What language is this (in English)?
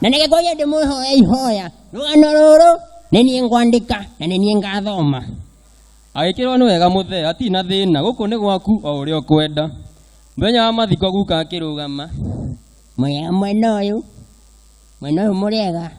Kikuyu